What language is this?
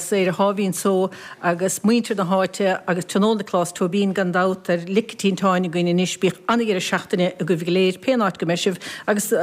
Irish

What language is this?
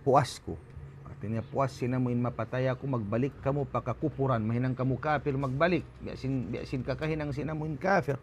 Tausug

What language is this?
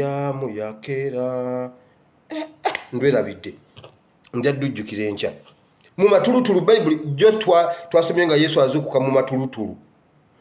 Ganda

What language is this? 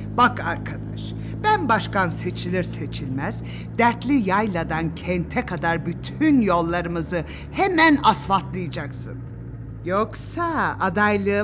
Turkish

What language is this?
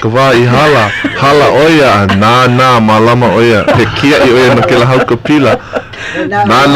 Hawaiian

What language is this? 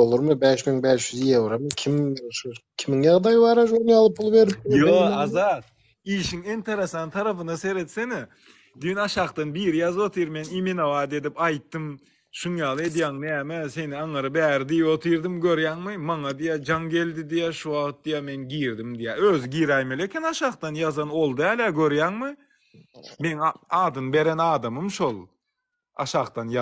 Turkmen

